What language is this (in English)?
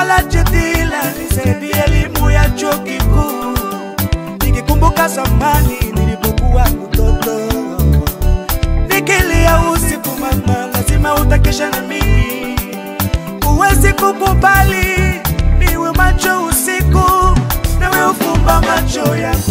Swahili